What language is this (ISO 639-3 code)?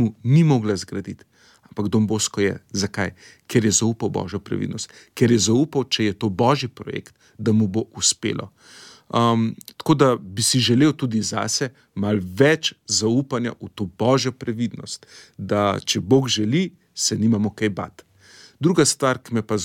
slv